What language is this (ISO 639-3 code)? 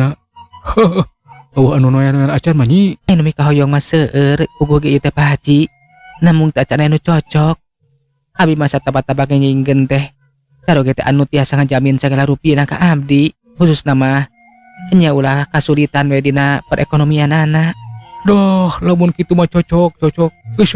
sun